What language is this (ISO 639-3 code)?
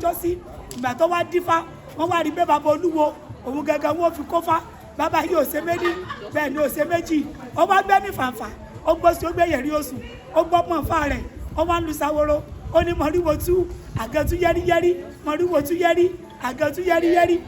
yor